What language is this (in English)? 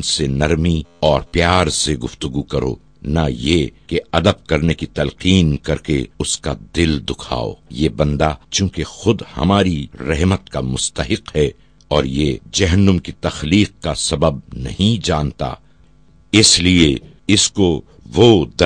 Urdu